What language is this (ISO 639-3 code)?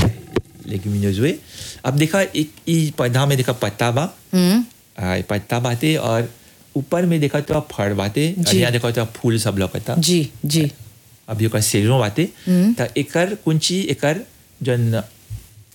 bho